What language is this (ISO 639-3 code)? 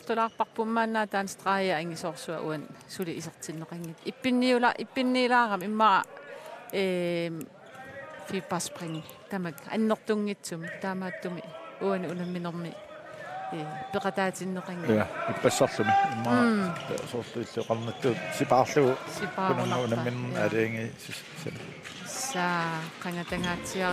kal